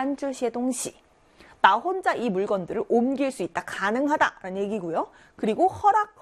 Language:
Korean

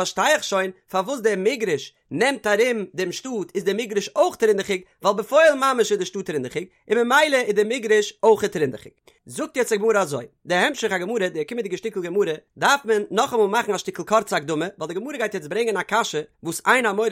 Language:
Yiddish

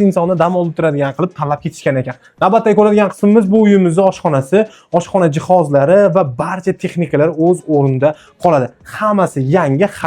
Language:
Uzbek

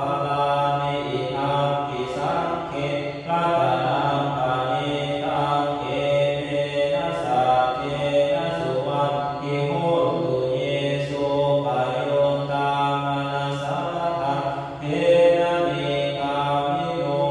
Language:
Pali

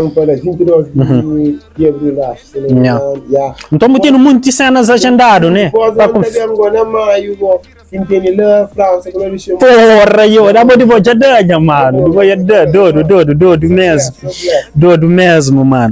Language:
Kabuverdianu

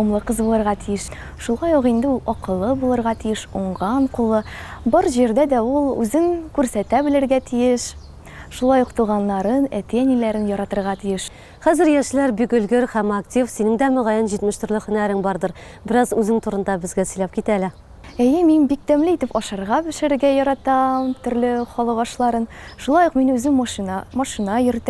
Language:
Tatar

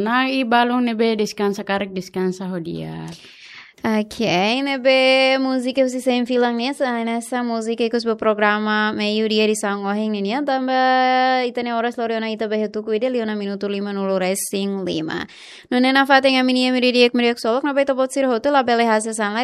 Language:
Tetum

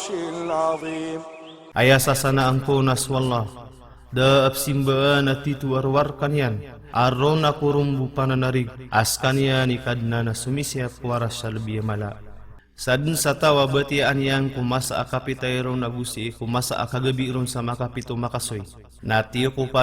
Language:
Maranao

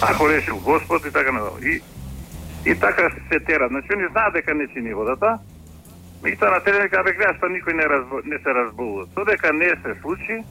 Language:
Macedonian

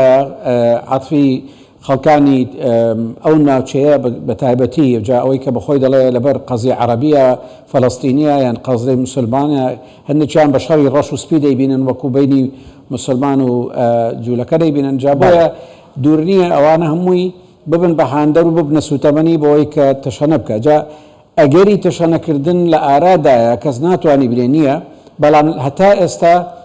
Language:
Central Kurdish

